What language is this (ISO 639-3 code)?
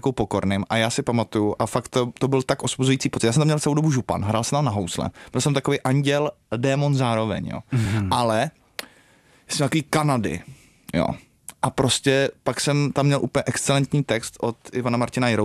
ces